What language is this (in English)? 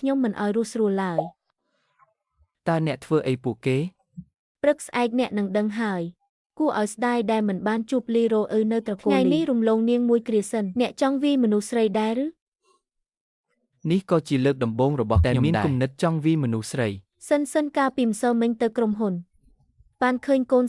Khmer